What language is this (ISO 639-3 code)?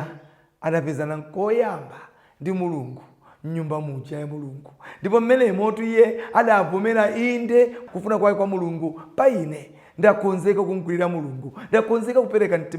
nya